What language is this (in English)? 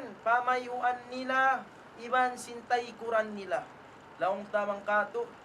Tausug